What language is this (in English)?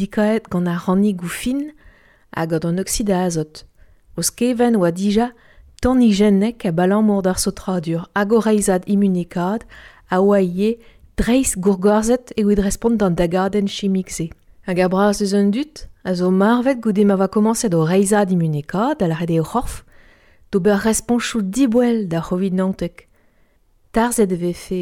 Breton